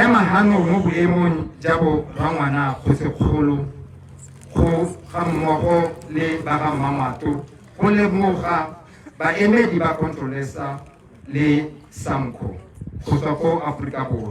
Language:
Tswana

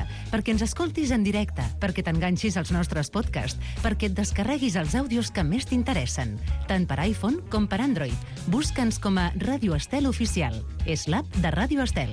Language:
Catalan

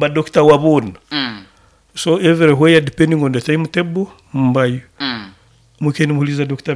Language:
Nyoro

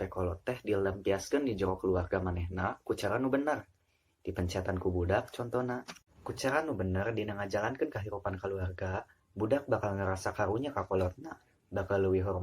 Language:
Sundanese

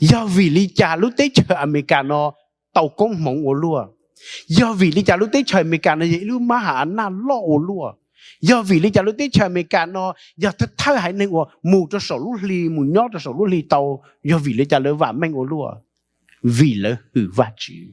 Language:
Hmong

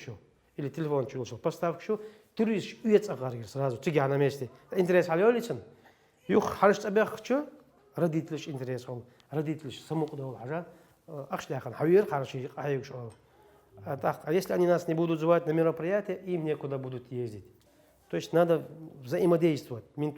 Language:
Chechen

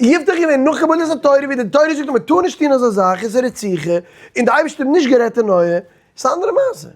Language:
Yiddish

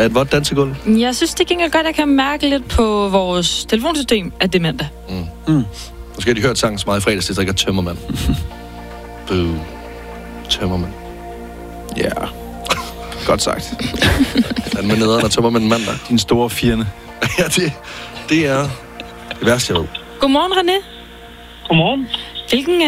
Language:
Danish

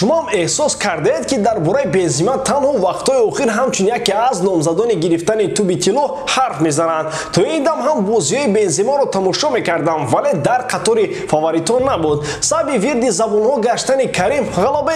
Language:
Tajik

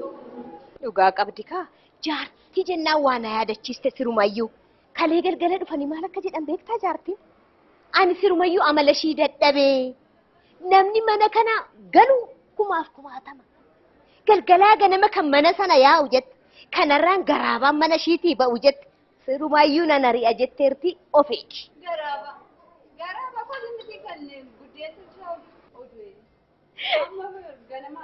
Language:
Oromo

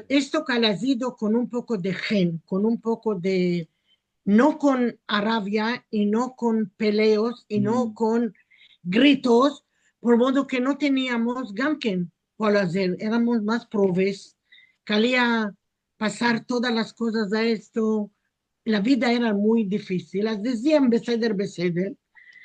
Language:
Ladino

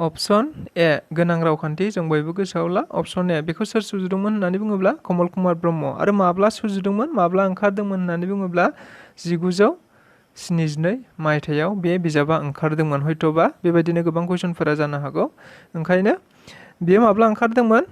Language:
Bodo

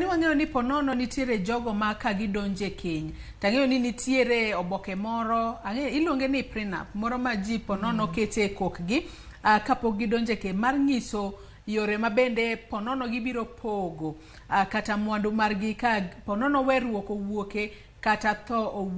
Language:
Luo (Kenya and Tanzania)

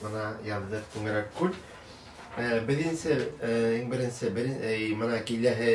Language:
Bashkir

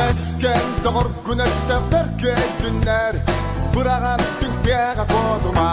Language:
Yakut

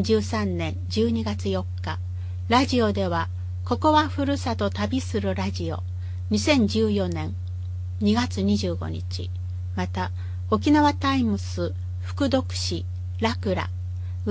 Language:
Japanese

